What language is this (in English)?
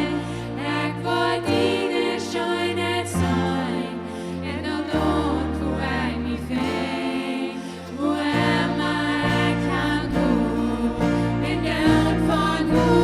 Plautdietsch